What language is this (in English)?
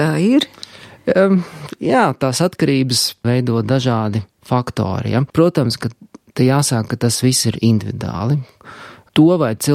Latvian